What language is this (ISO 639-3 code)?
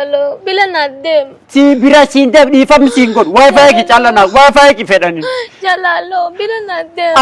orm